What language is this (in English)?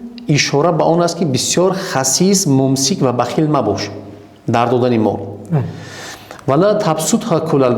Tajik